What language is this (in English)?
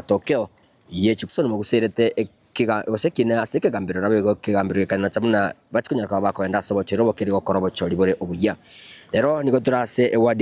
Gusii